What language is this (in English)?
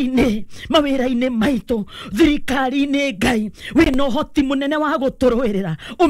Kikuyu